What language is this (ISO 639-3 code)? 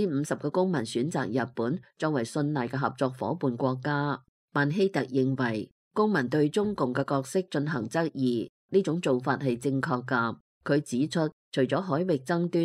yue